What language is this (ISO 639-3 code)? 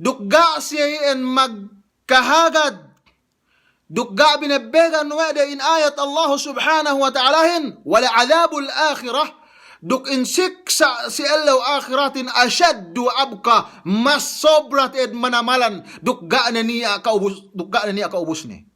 yka